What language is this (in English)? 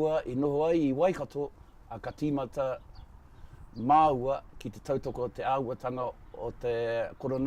Māori